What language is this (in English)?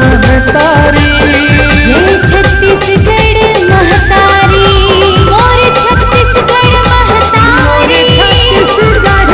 Chhattisgarhi